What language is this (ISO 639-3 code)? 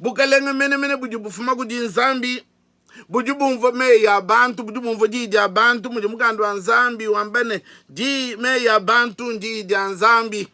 lua